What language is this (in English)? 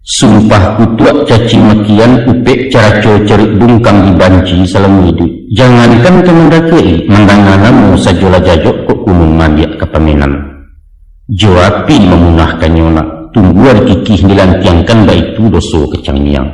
Minangkabau